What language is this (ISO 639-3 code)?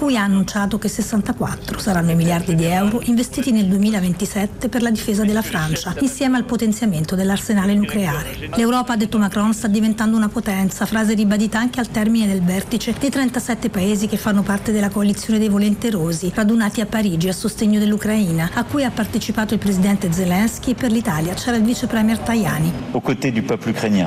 ita